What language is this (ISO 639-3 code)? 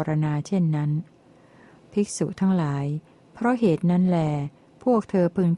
tha